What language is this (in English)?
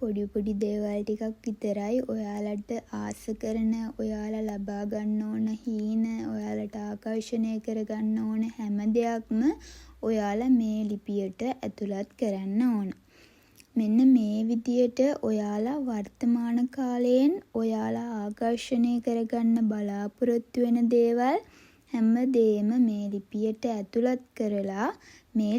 Sinhala